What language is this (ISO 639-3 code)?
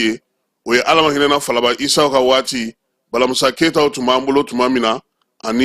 bam